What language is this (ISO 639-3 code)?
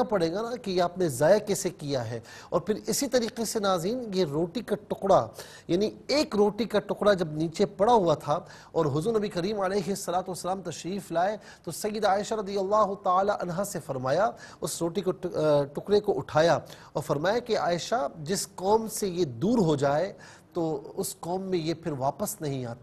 urd